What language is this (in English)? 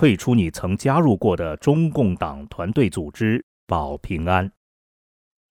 Chinese